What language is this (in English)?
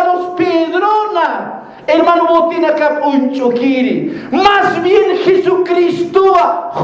Aymara